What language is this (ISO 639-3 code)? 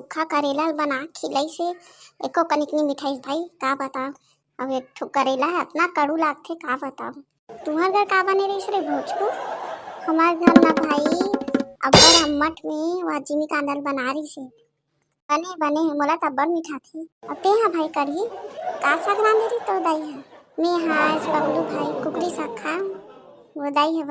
hne